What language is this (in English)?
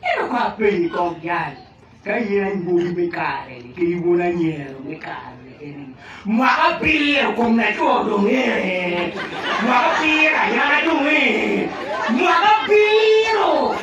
Acoli